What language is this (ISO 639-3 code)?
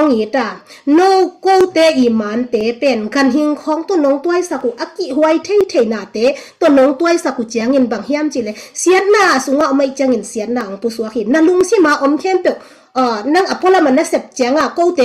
ctd